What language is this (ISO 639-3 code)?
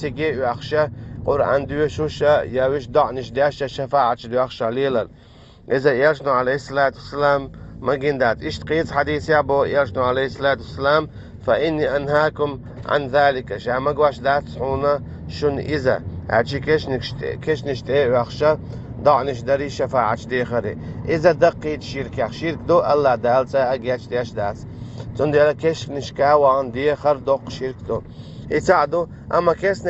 che